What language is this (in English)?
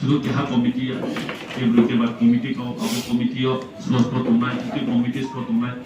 Riang (India)